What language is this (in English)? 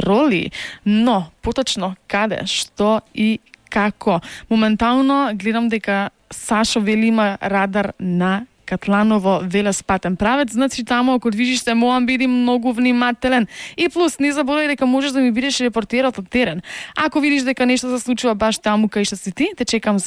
Macedonian